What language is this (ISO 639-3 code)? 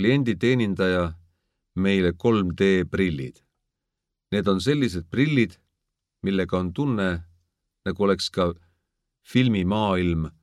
est